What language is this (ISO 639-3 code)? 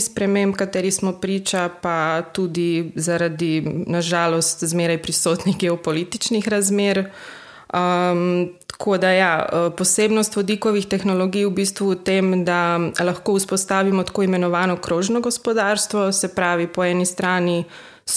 slv